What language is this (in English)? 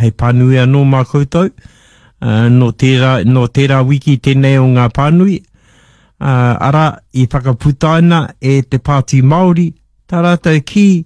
Māori